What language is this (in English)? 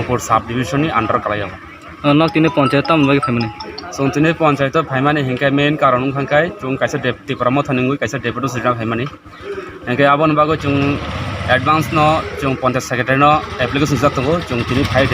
Kok Borok